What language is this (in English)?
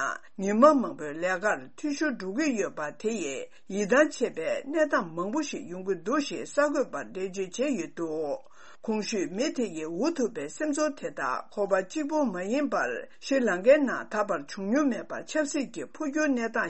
Tibetan